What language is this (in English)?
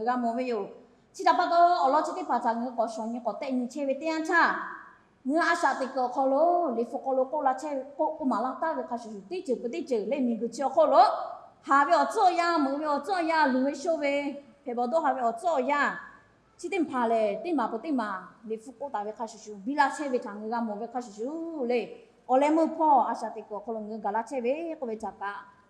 Lahu